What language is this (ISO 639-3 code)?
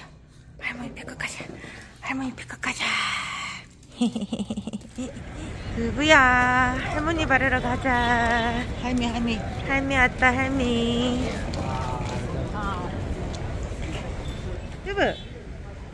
kor